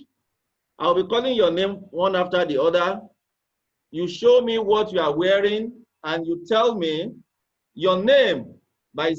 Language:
Yoruba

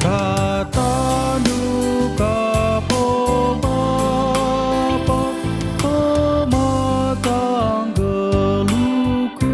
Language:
Batak Karo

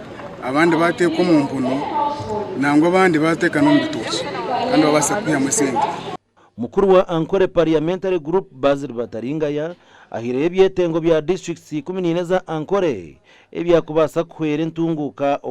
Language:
Nyankole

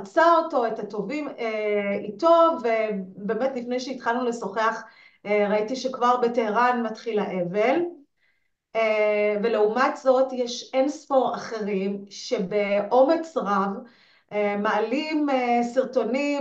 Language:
Hebrew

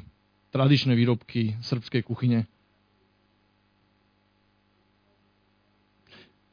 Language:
Slovak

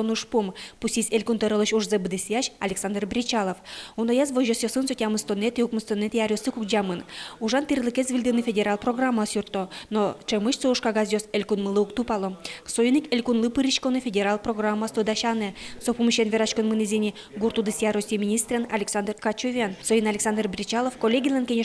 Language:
Udmurt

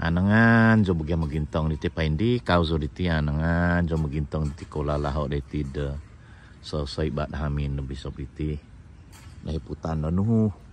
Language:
Central Dusun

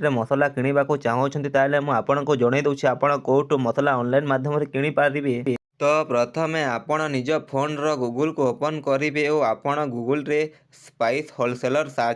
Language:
Odia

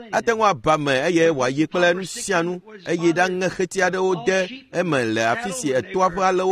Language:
Ewe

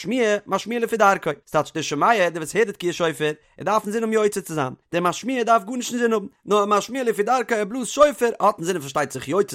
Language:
Yiddish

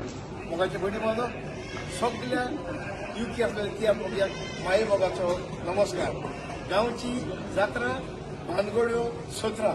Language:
Konkani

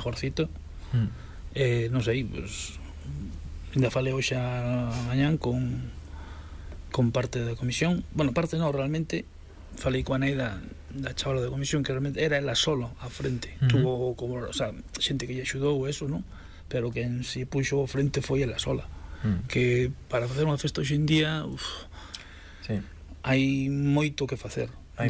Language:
Galician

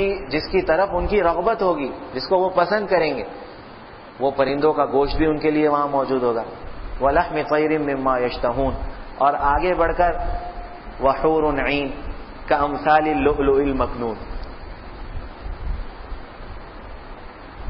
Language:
Urdu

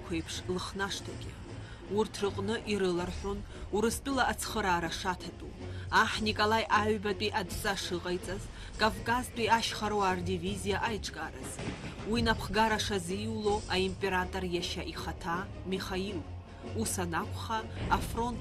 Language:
Abkhazian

